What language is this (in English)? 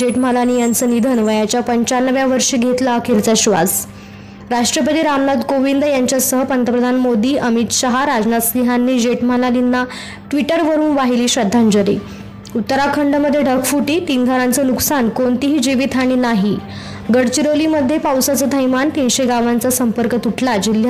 Marathi